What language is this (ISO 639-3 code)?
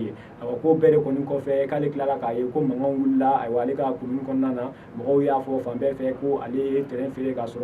bam